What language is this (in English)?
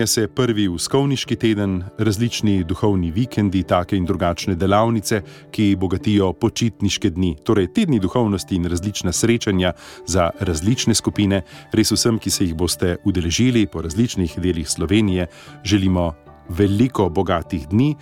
Slovenian